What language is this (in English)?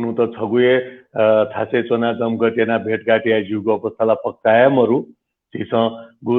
Newari